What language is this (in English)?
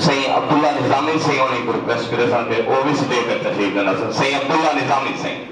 Saraiki